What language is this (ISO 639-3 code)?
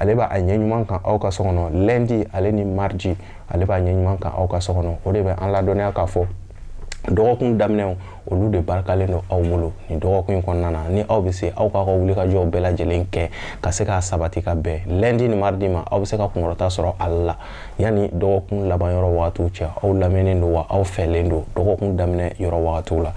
bam